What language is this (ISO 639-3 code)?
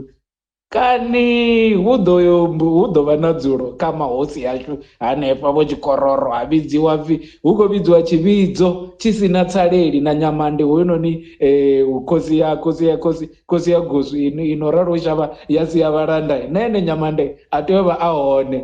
ven